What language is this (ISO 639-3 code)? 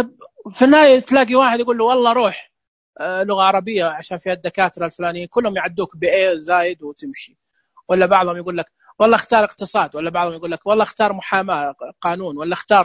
ars